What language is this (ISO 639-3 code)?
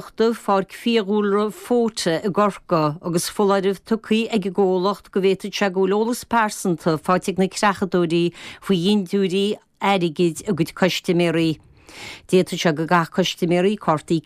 gle